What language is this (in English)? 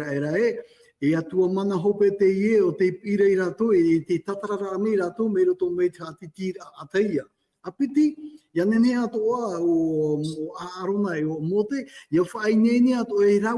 Tahitian